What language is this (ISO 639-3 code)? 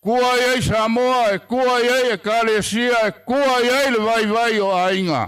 smo